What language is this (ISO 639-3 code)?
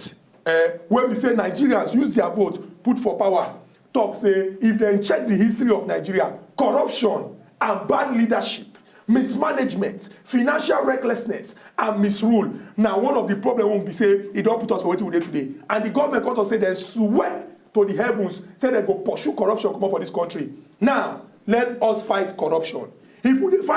pcm